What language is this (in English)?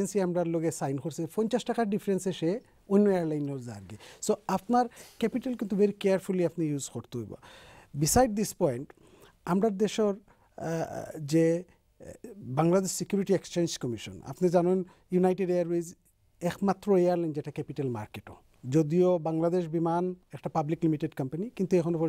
Bangla